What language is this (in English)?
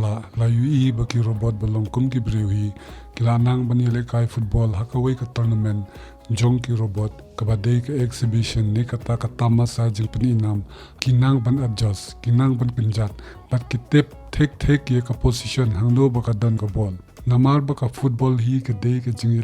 Khasi